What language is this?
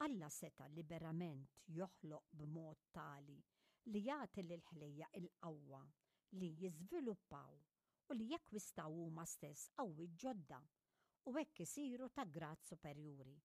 Maltese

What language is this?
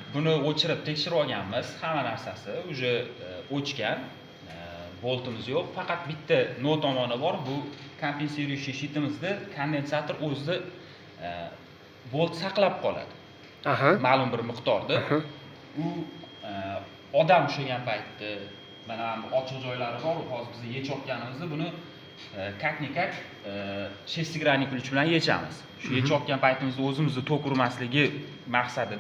Uzbek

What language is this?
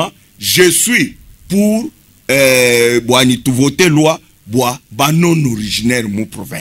Luba-Lulua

